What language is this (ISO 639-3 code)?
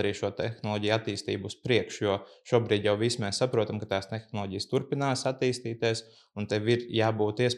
lav